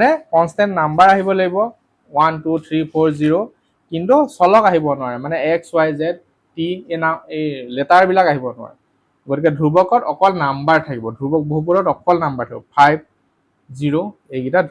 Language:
Assamese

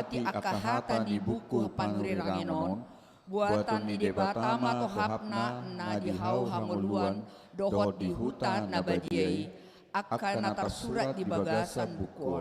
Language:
Batak Toba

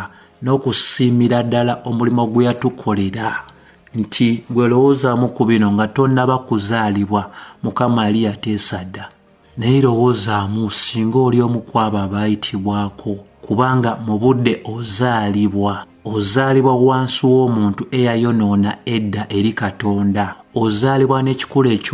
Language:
Ganda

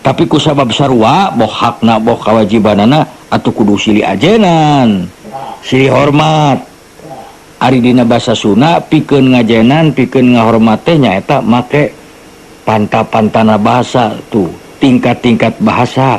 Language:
Sundanese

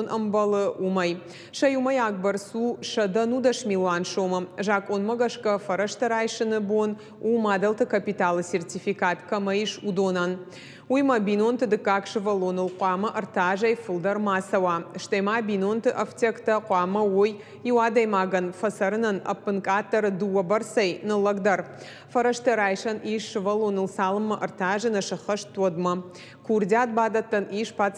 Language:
Ossetic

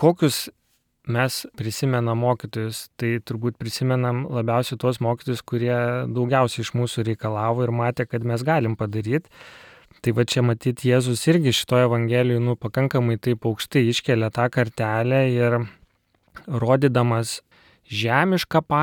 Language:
Lithuanian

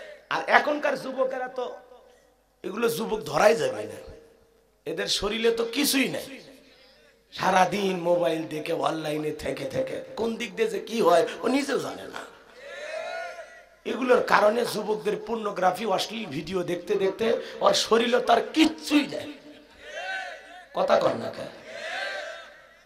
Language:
Bangla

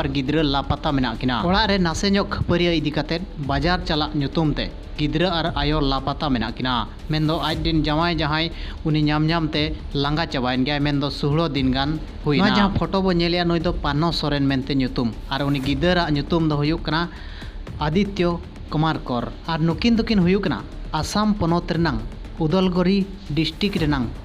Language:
Santali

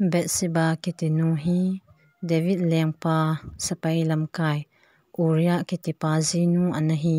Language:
Thado Chin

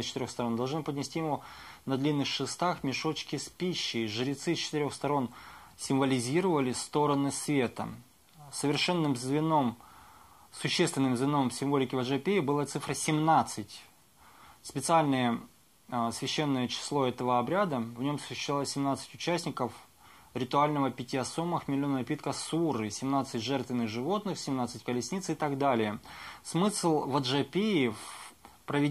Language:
Russian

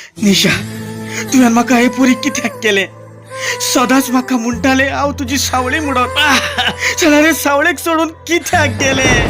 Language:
Konkani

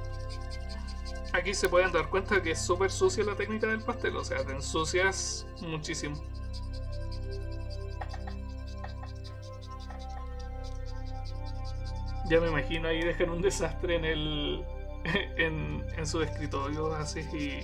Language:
Spanish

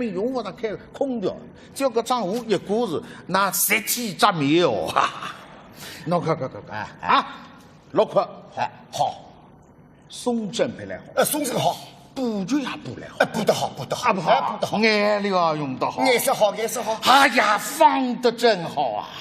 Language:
Wu Chinese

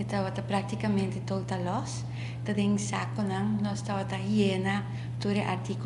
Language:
Papiamento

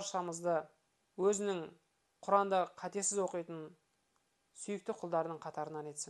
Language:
Kazakh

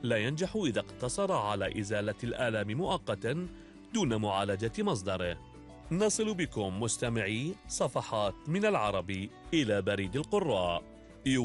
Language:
Arabic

